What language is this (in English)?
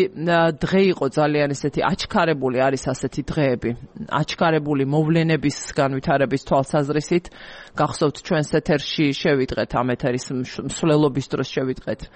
Georgian